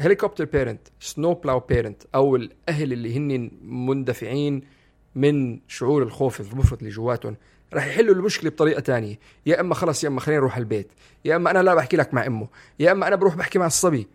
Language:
North Levantine Arabic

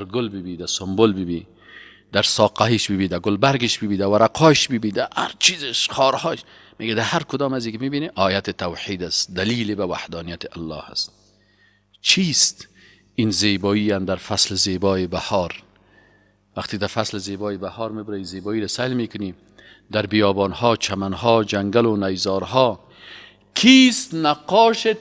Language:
Persian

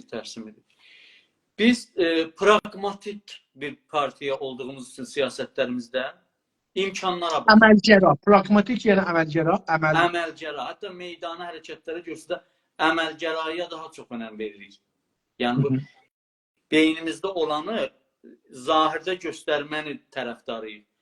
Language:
South Azerbaijani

